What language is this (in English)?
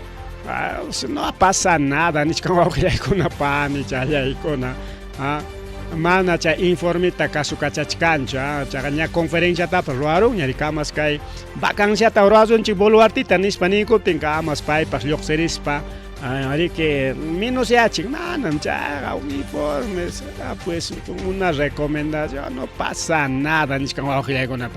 Ayacucho Quechua